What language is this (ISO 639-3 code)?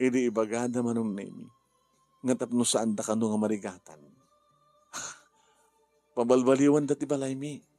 ilo